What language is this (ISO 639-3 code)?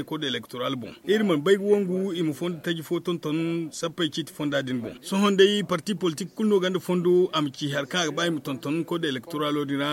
dje